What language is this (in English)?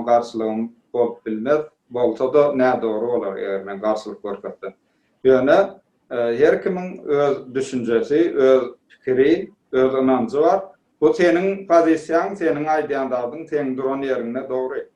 Turkmen